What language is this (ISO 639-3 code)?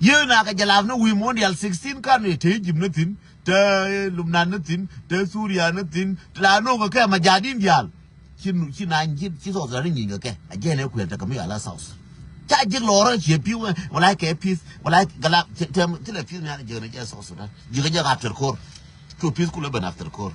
nus